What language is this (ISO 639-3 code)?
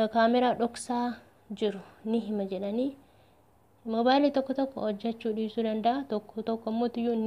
orm